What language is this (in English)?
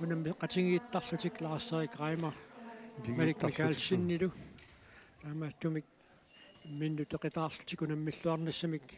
Kalaallisut